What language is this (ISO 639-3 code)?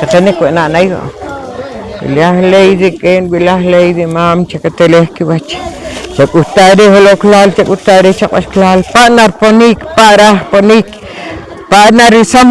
poh